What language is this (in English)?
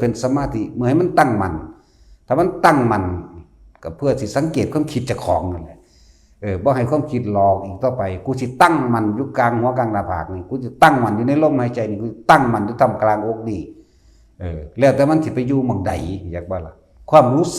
Northeastern Thai